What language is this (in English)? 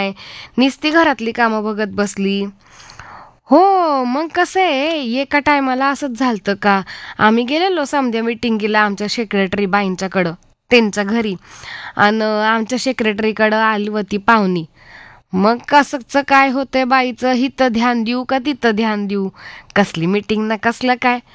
Marathi